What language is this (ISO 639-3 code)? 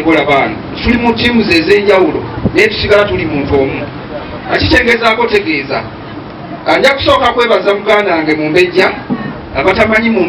lug